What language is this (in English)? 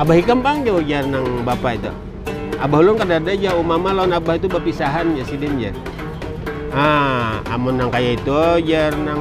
Banjar